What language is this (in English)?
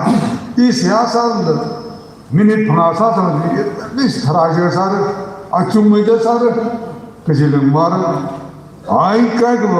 Tangkhul Naga (India)